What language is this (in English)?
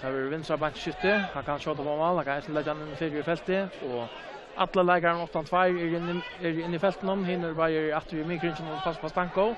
Faroese